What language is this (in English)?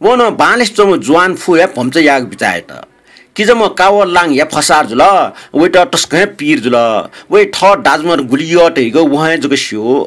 Newari